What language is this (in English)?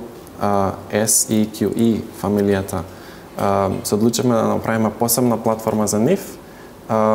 Macedonian